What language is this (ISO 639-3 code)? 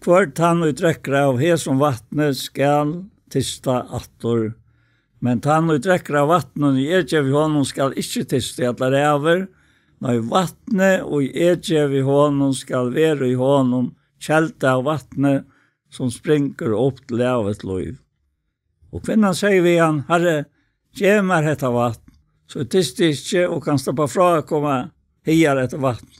fao